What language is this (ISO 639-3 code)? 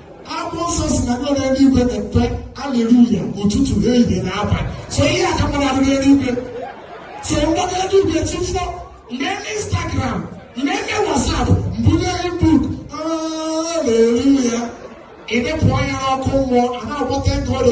ibo